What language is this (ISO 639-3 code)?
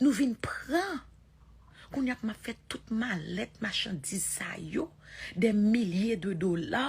hat